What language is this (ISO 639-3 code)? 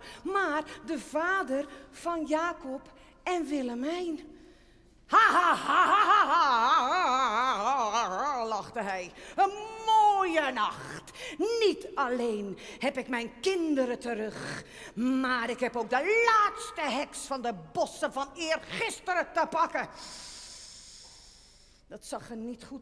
nld